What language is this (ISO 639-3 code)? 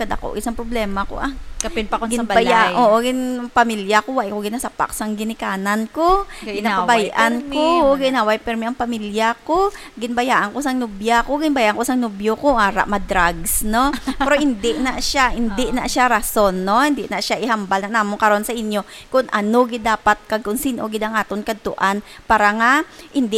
hil